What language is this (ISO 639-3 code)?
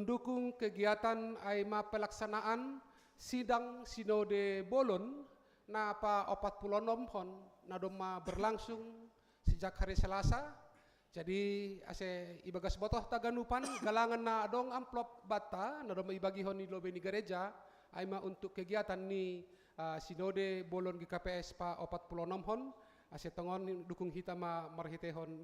bts